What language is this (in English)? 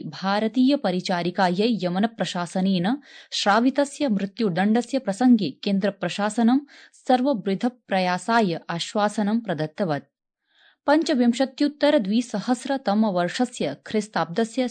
Sanskrit